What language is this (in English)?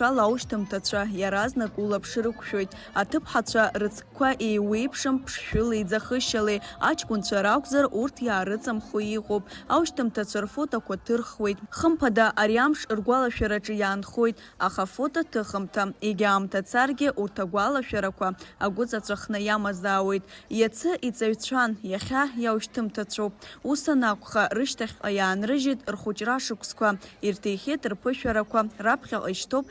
Abkhazian